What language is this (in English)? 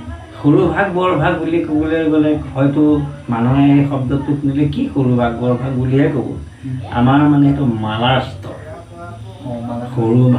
Assamese